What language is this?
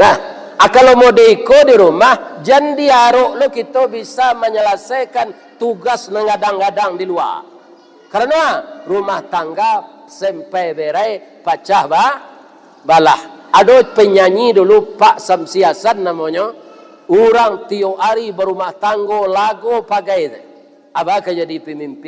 Minangkabau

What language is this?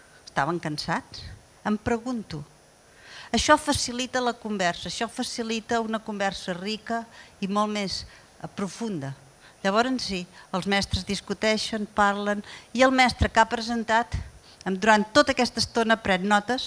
Catalan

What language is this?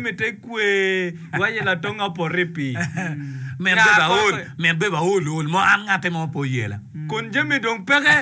Acoli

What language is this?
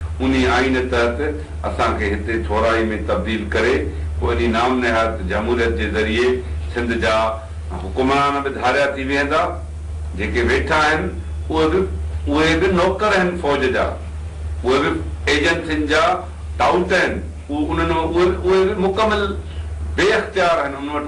Sindhi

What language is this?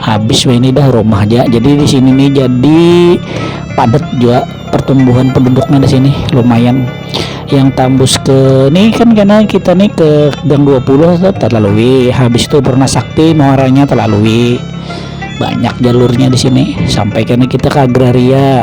Banjar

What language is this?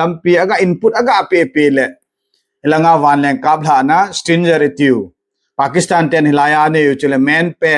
Thado Chin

